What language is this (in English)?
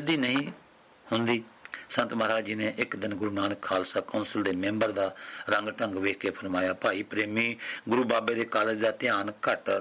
Punjabi